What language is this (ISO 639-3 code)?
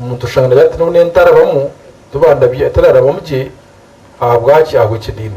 nyn